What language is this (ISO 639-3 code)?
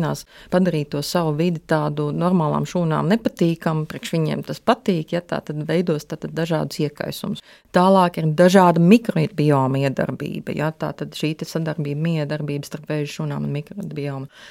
lav